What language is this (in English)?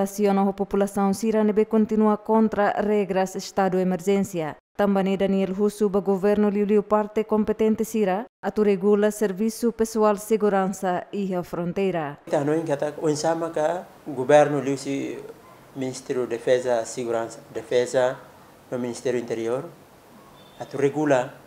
Tetum